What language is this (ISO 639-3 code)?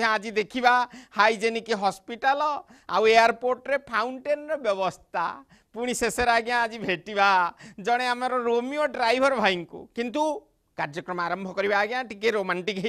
ori